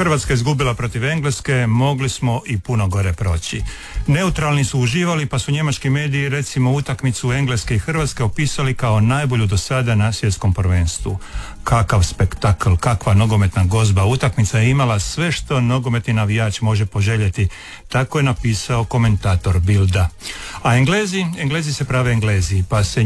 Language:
Croatian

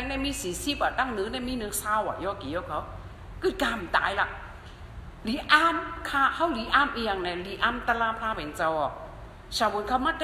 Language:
Shan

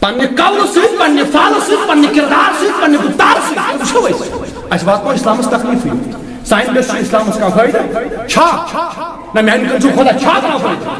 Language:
Kashmiri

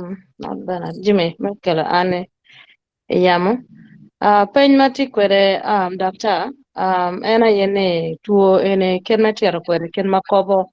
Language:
Acoli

